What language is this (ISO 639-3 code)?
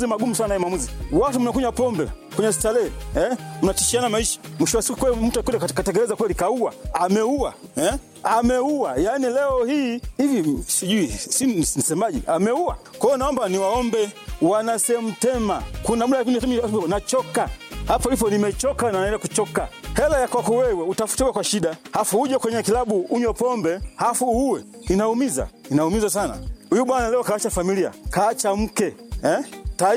swa